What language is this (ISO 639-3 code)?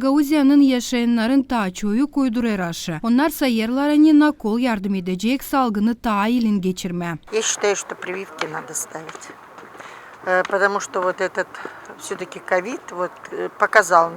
gag